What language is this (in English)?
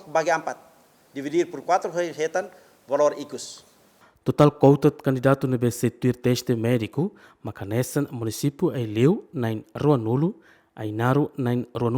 Tetum